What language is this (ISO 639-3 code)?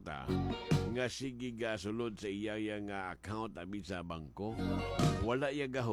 hil